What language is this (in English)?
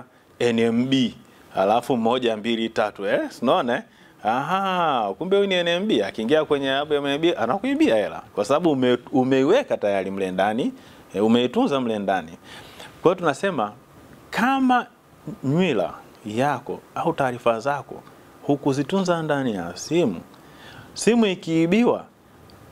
Swahili